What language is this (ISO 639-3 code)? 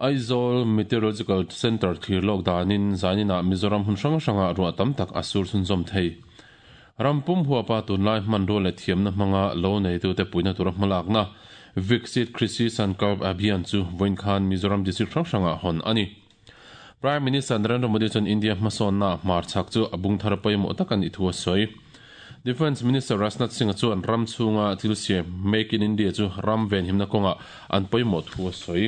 lus